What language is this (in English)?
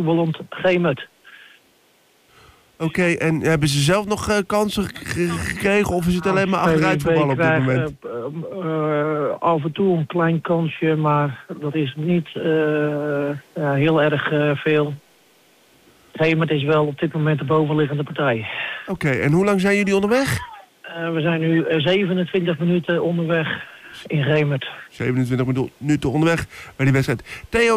Dutch